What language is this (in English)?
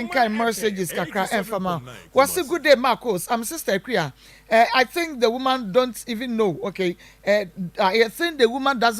Akan